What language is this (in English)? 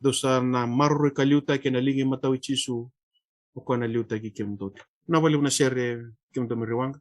Fijian